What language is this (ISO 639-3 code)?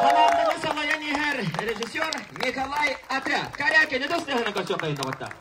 sah